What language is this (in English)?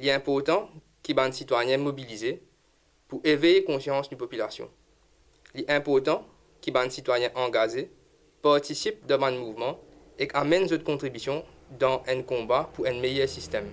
Morisyen